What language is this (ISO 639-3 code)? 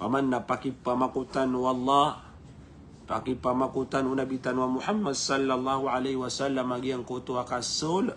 mrw